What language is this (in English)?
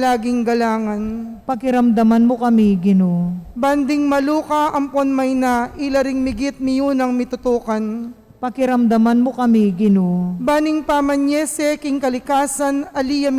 Pampanga